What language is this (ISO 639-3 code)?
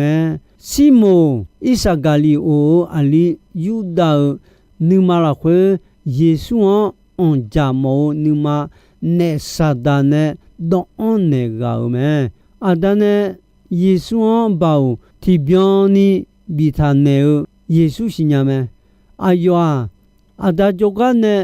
ahk